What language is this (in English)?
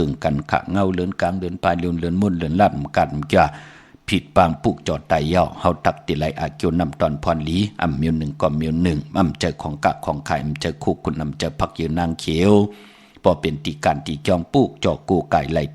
Shan